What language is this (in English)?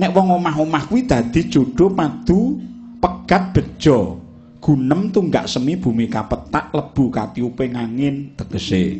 Javanese